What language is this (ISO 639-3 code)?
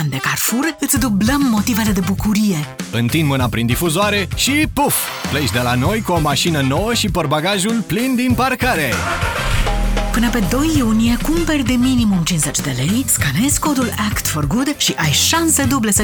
ron